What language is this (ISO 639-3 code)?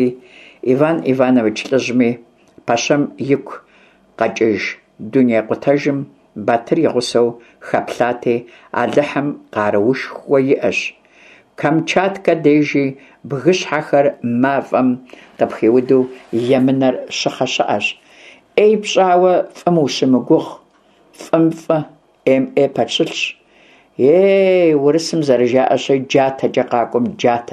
kbd